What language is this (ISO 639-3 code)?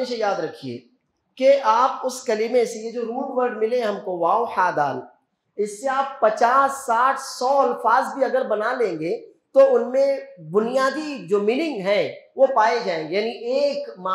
urd